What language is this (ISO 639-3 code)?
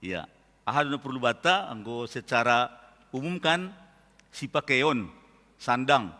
bts